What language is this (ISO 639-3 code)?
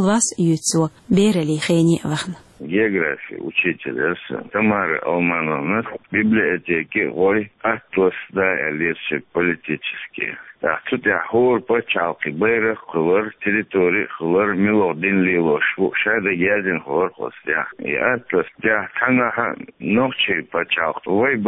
che